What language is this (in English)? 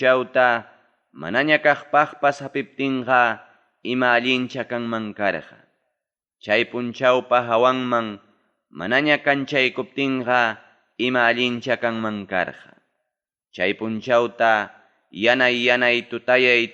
Ayacucho Quechua